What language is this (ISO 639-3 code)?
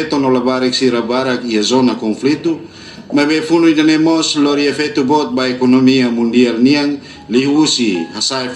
tet